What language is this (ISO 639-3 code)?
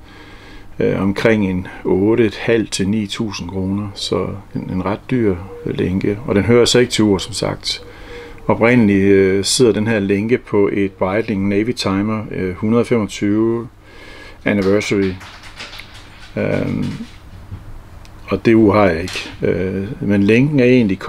dan